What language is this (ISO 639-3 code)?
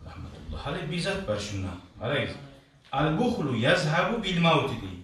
kum